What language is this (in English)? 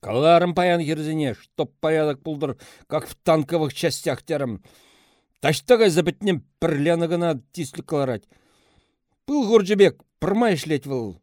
Chuvash